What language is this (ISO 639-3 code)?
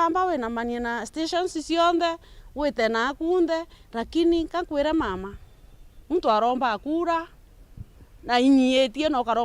mer